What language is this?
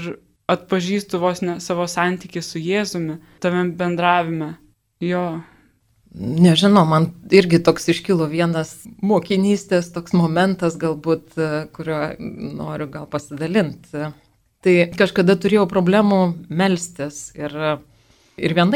Lithuanian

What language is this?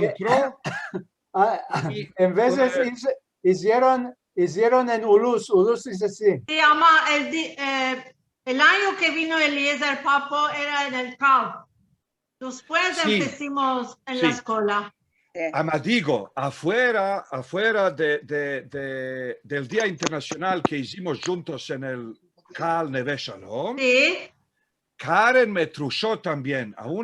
Ladino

